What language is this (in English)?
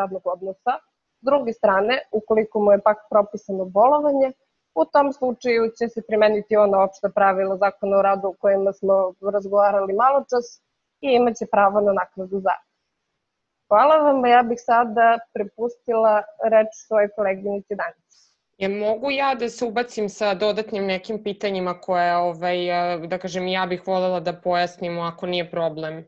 Serbian